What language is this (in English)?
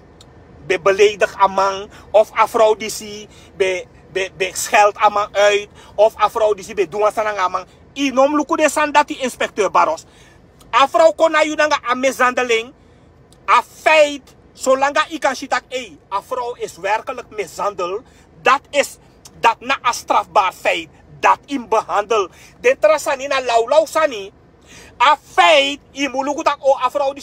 Sranan Tongo